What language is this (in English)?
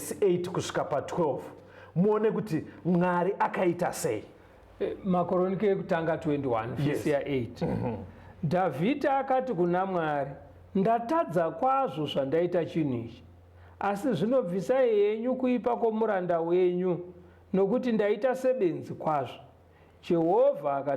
Shona